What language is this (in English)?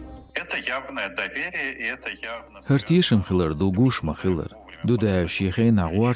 Chechen